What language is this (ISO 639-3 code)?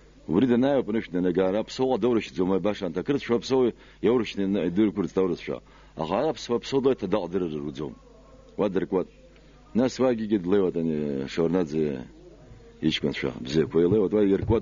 abk